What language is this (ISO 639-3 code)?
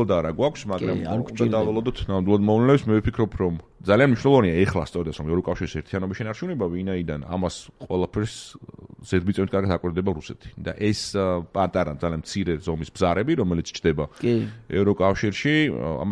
kat